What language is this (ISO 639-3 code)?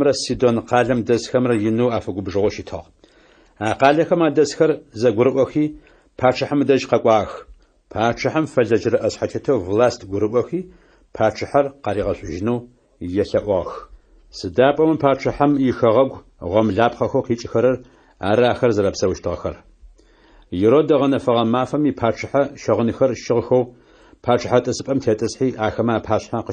ady